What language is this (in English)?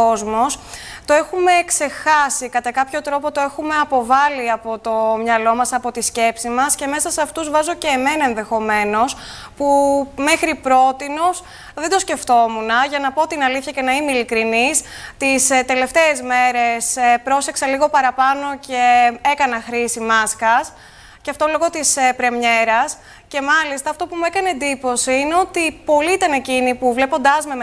Greek